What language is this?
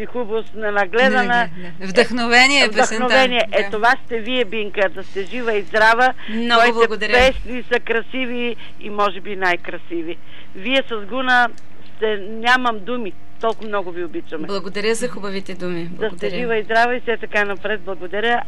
Bulgarian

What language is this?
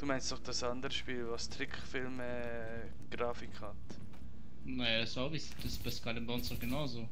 Swiss German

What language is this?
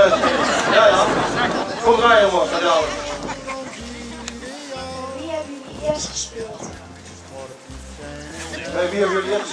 Dutch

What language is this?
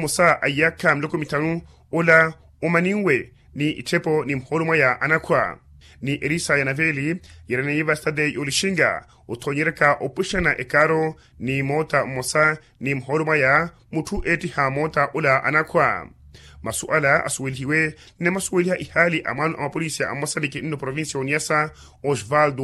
Makhuwa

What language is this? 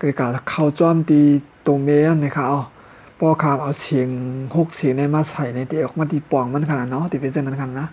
Shan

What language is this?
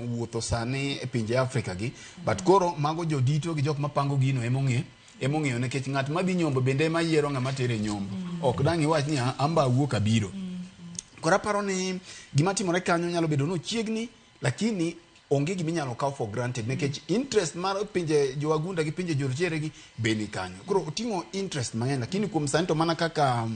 Luo (Kenya and Tanzania)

